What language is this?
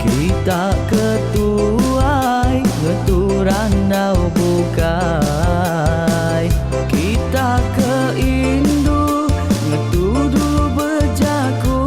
Iban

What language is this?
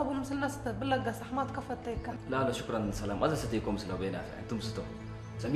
Tigrinya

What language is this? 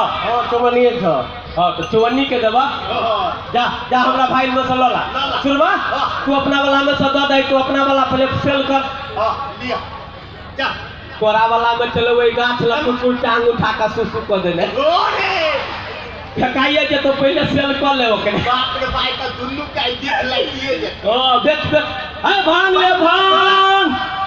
Maithili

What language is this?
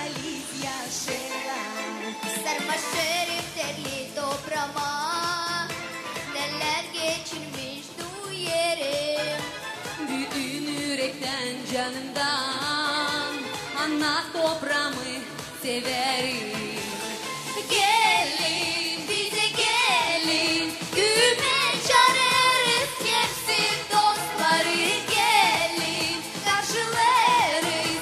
Gagauz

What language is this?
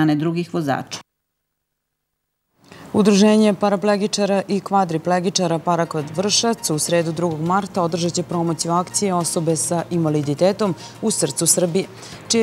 Serbian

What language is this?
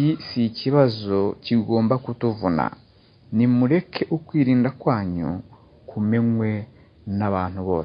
Kinyarwanda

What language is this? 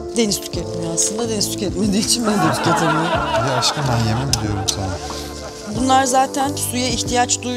Turkish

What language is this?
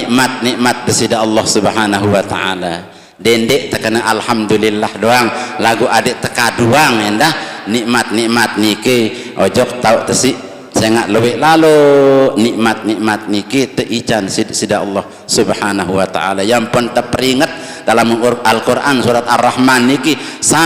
Sasak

